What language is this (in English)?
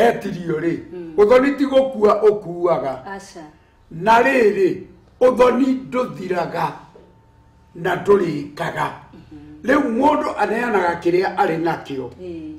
Kikuyu